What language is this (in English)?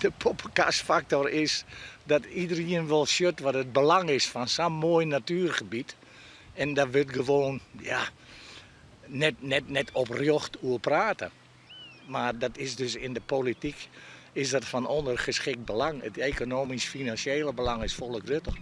Western Frisian